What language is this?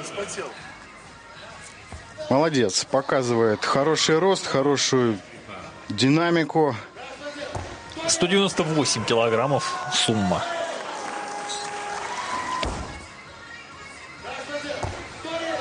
Russian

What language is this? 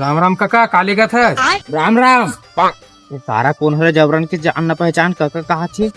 Chhattisgarhi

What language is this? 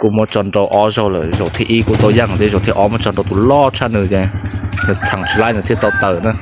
Hmong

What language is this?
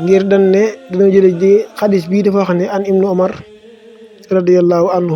Wolof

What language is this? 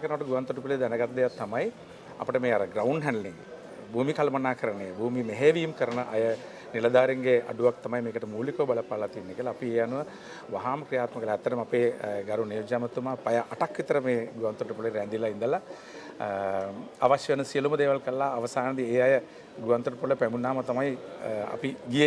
Sinhala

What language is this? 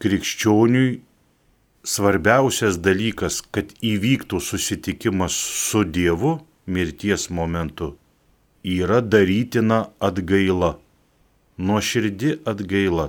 Lithuanian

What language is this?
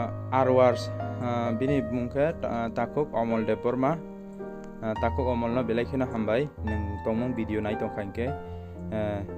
Kok Borok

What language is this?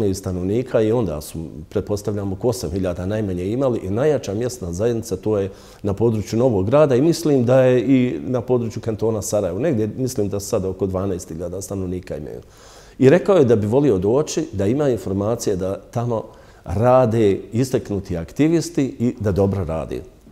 Bosnian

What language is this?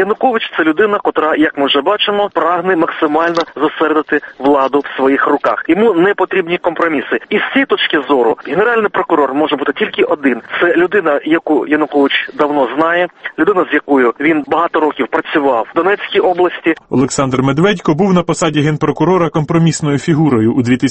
Ukrainian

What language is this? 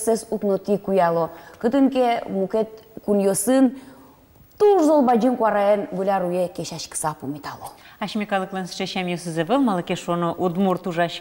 Udmurt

